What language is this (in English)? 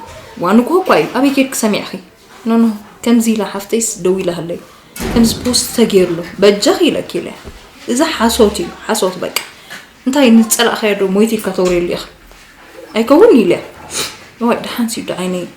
Tigrinya